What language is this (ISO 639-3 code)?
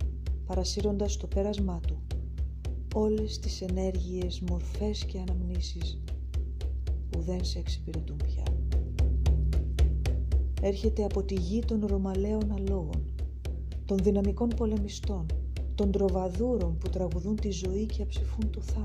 ell